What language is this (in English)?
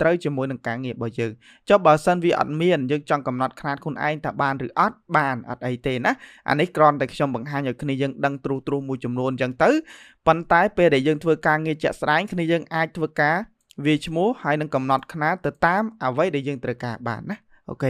Khmer